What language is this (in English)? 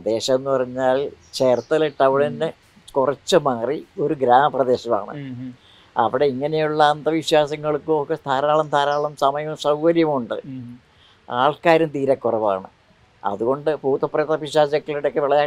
Malayalam